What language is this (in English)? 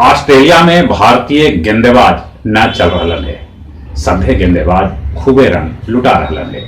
Magahi